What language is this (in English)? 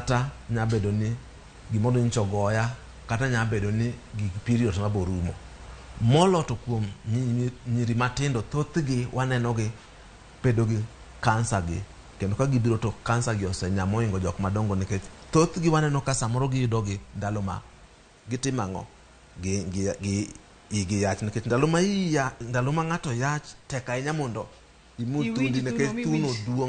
Luo (Kenya and Tanzania)